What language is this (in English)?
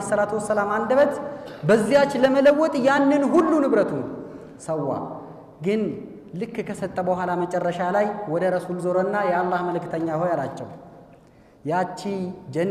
Amharic